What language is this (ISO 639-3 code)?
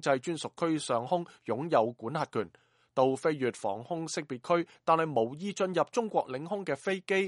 yue